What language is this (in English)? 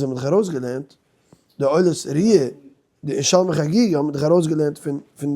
Yiddish